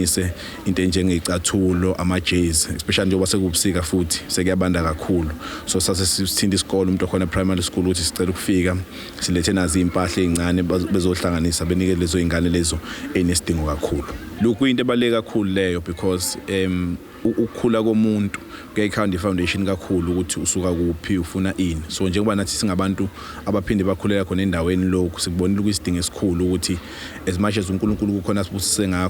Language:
Zulu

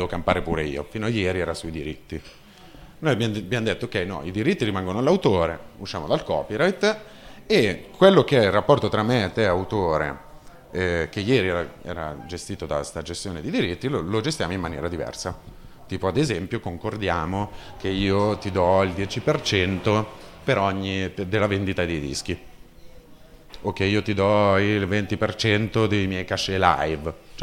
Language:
Italian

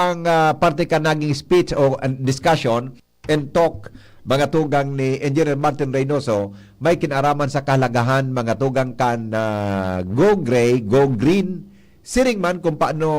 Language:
Bikol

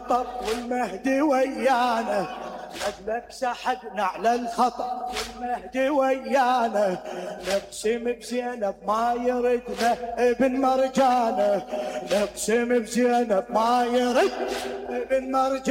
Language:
Mesopotamian Arabic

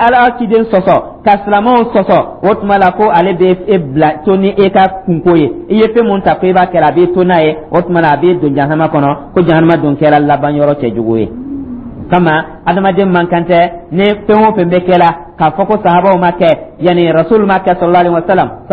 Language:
Dyula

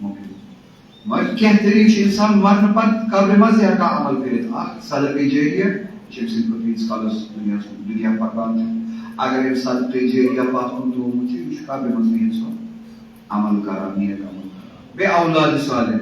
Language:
Kashmiri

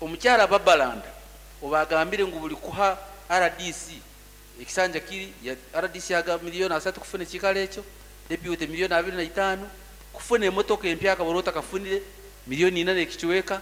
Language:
Nyankole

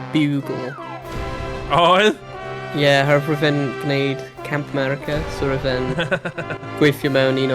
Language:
Welsh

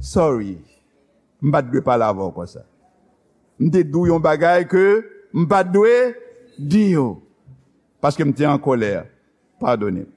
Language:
Haitian Creole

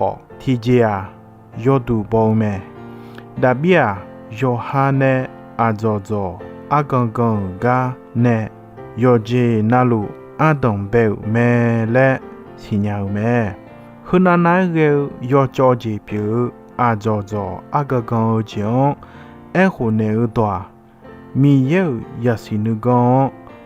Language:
Akha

